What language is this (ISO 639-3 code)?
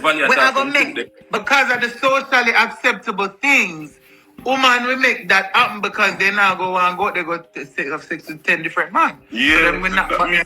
jam